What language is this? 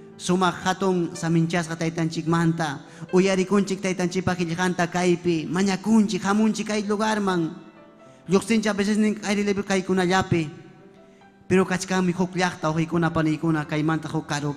Ayacucho Quechua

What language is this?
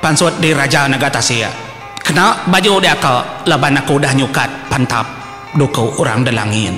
Iban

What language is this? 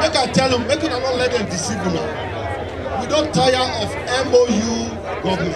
Nigerian Pidgin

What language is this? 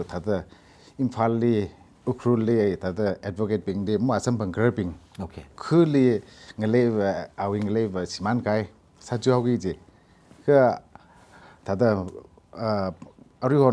Tangkhul Naga (India)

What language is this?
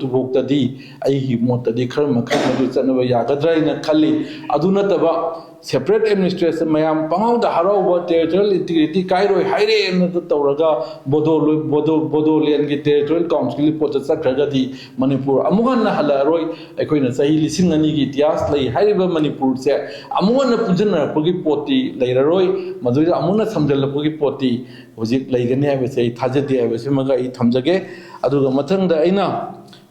Manipuri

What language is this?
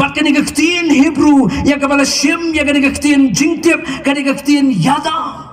Khasi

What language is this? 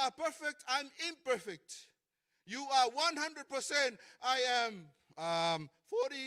Samoan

